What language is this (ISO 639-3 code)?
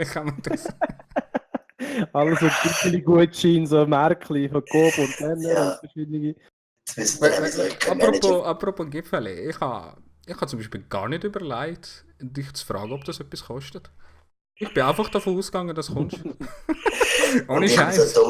gsw